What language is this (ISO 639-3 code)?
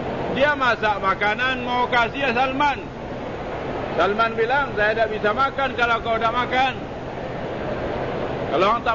msa